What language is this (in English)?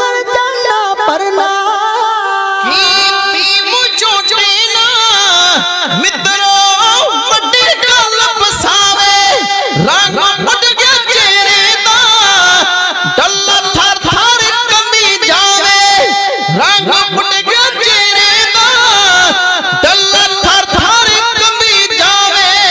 Punjabi